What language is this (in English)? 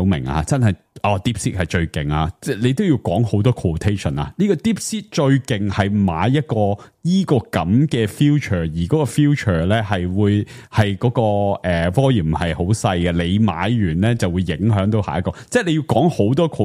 Cantonese